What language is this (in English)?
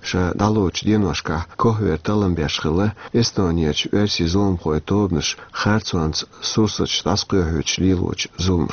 Chechen